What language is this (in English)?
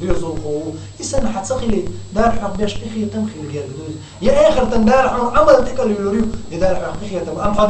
Chechen